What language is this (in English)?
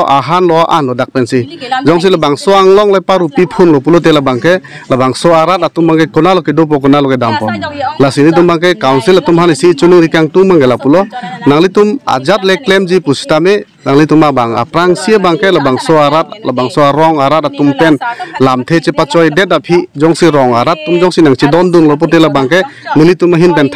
Karbi